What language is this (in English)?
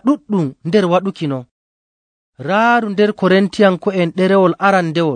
Nigerian Fulfulde